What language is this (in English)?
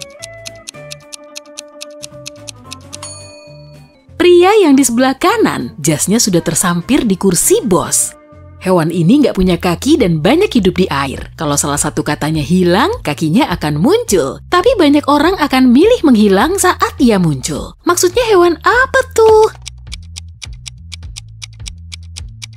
Indonesian